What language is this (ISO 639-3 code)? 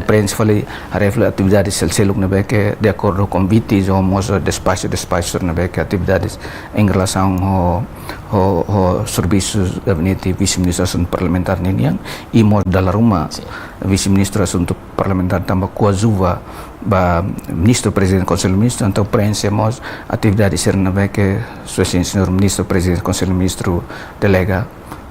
tet